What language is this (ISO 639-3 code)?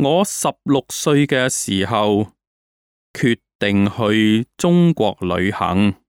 yue